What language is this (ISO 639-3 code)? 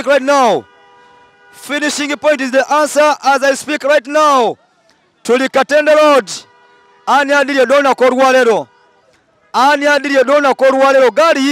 xog